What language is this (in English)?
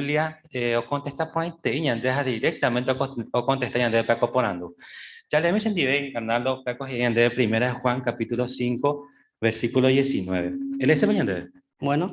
Guarani